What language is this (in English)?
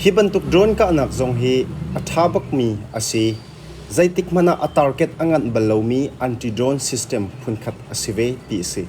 Hakha Chin